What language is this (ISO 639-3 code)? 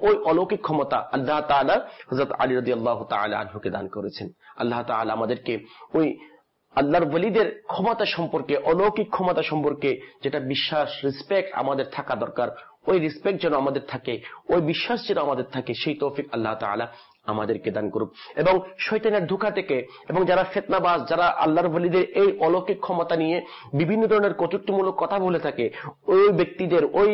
ben